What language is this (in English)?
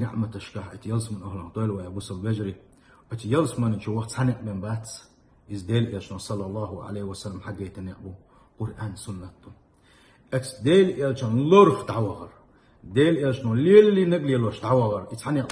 Chechen